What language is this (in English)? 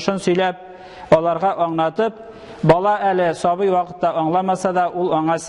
Tatar